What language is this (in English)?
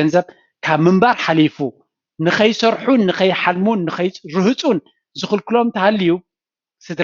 Tigrinya